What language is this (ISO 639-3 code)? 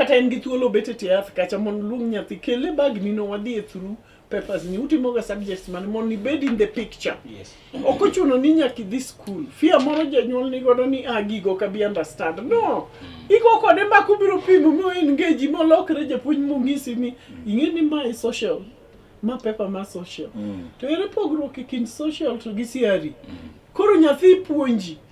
luo